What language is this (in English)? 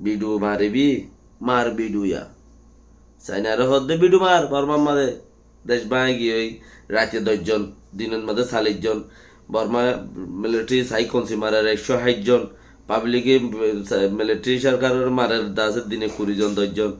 Rohingya